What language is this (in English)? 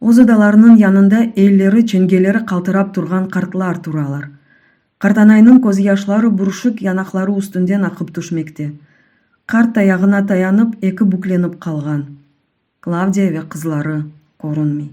Crimean Tatar